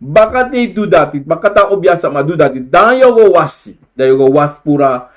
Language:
Sranan Tongo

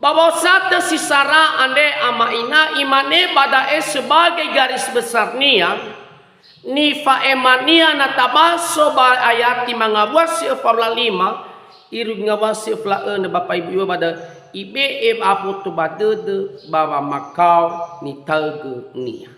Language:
Nias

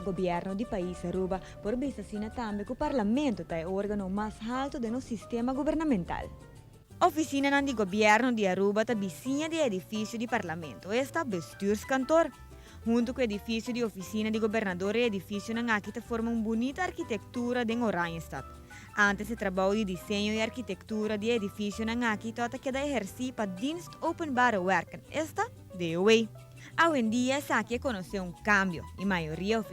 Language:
Papiamento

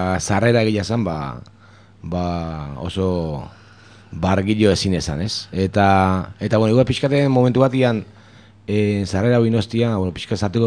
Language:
Basque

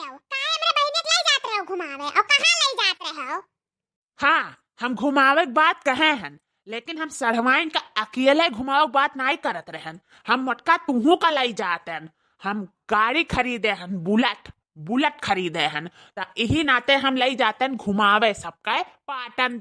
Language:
Awadhi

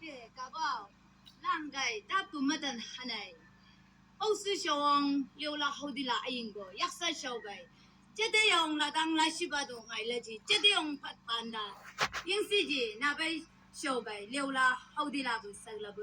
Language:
Chang Naga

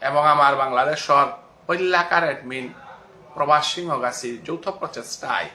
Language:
Bishnupriya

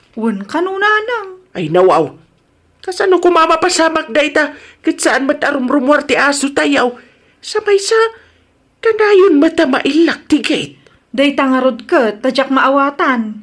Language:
Iloko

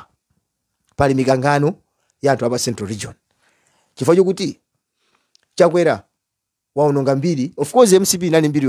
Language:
Nyanja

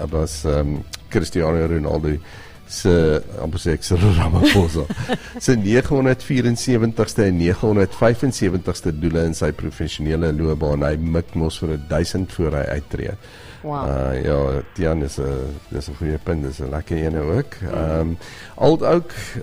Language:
Afrikaans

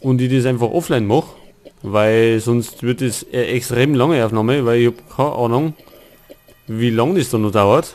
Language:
Bavarian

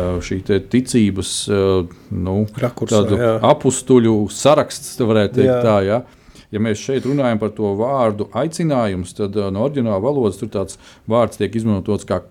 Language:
Latvian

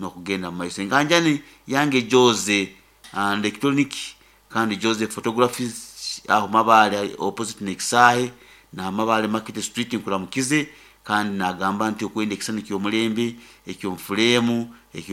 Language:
Nyoro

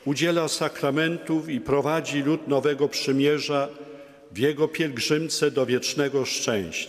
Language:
Polish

